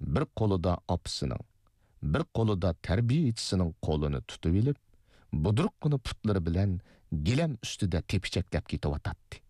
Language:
Uyghur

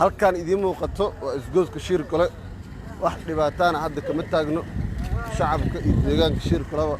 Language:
Somali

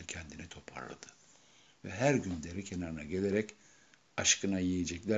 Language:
Turkish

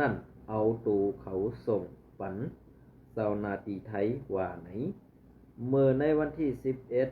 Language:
Shan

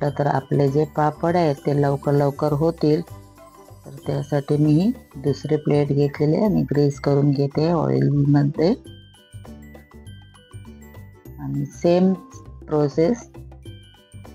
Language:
Marathi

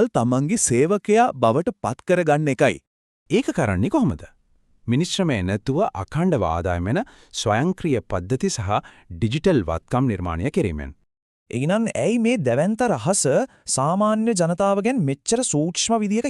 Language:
Sinhala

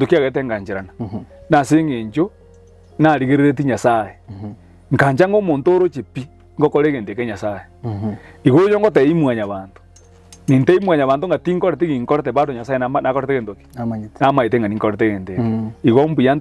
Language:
Gusii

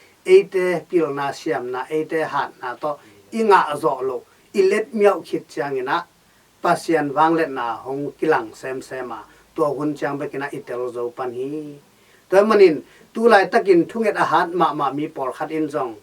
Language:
Tedim Chin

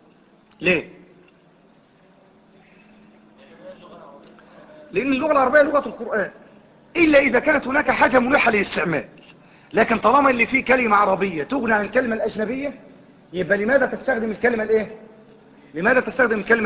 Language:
Arabic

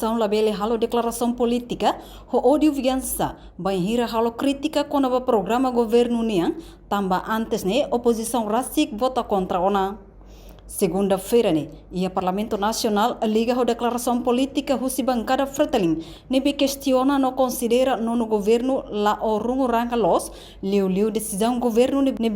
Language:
Tetum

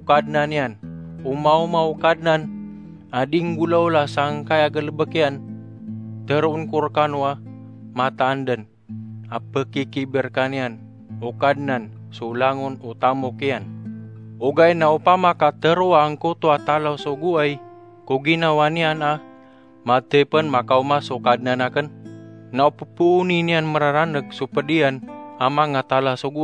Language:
Maranao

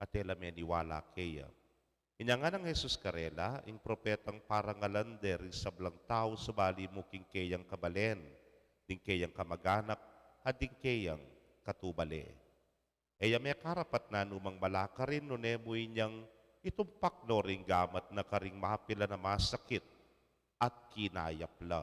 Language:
Pampanga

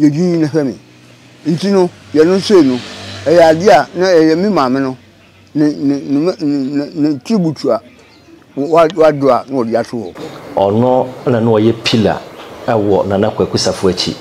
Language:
Akan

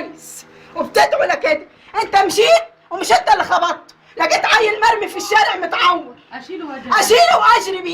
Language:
Egyptian Arabic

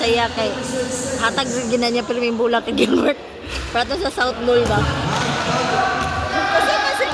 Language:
Cebuano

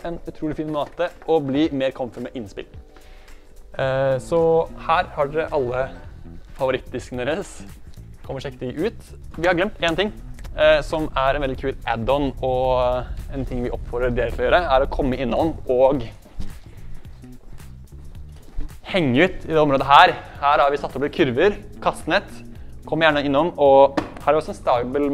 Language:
Norwegian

